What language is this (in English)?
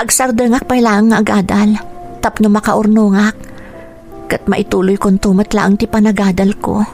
Iloko